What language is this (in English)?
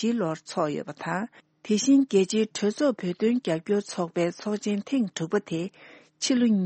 Tibetan